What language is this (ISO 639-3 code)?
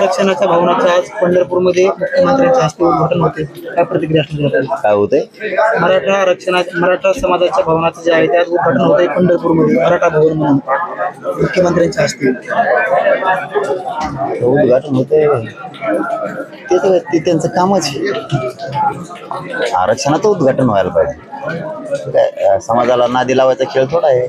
mar